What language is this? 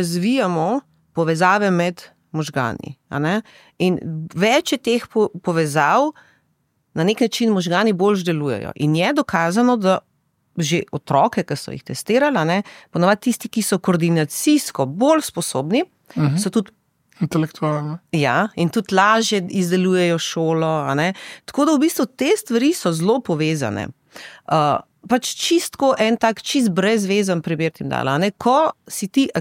Slovenian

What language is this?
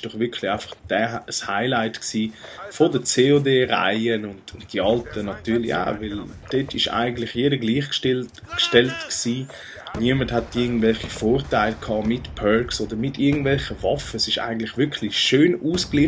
Swiss German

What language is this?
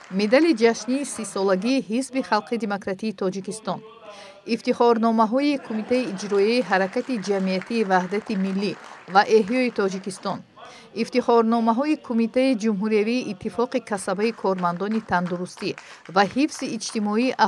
Tajik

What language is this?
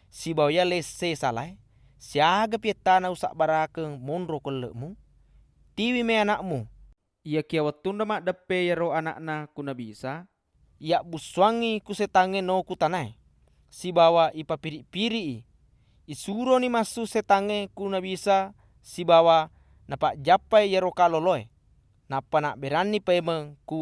Buginese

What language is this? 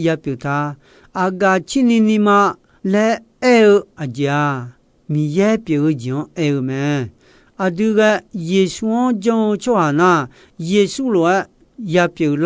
Akha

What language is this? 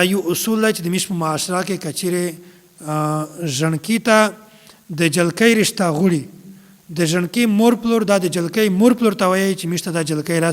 Pashto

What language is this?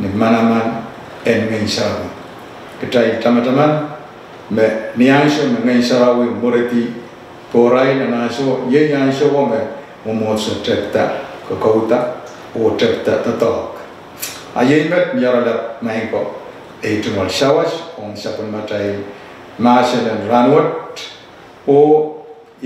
Pohnpeian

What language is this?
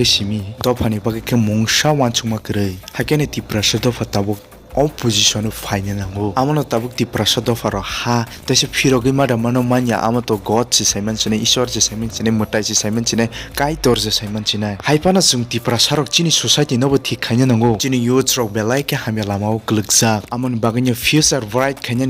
Kok Borok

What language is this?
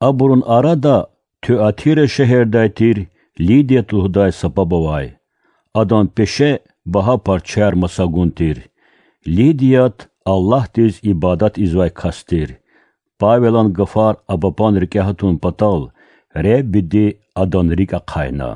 Lezghian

